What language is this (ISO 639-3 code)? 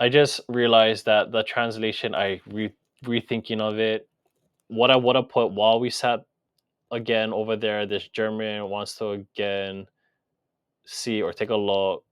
haw